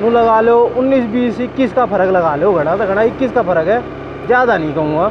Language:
Haryanvi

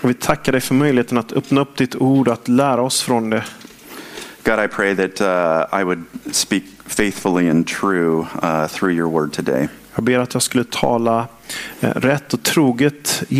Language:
Swedish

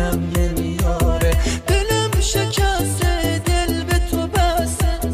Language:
Persian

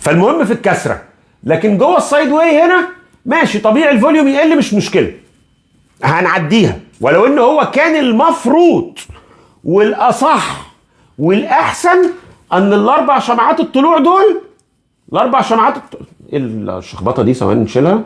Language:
Egyptian Arabic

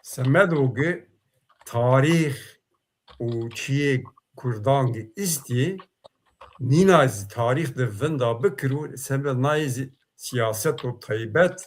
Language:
Zaza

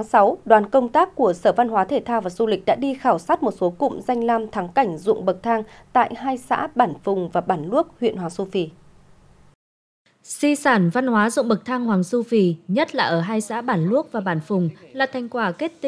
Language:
Vietnamese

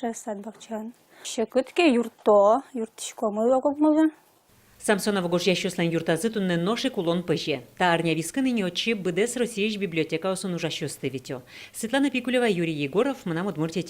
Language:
Udmurt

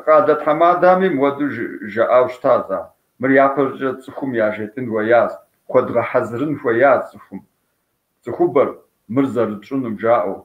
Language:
Kabardian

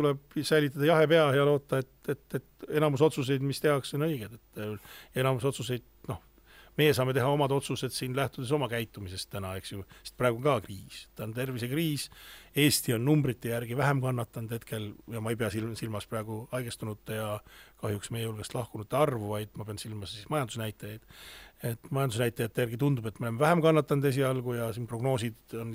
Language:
Estonian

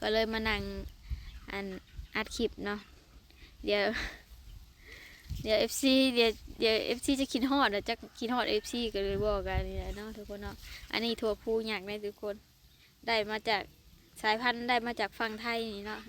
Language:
Lao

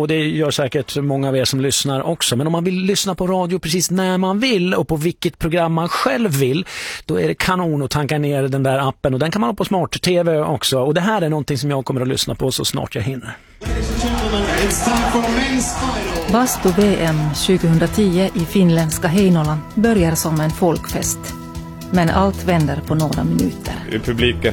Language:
Swedish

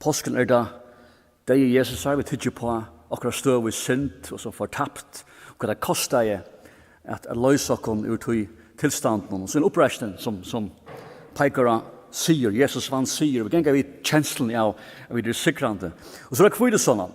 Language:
Faroese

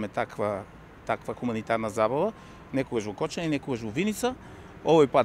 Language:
Macedonian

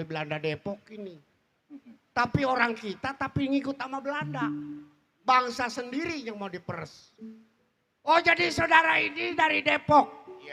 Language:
Betawi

